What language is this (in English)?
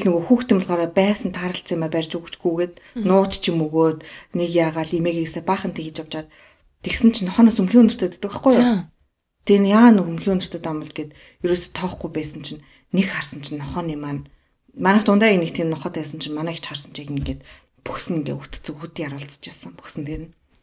Mongolian